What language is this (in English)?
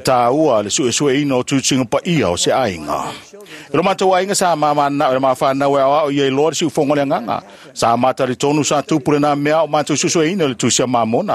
Samoan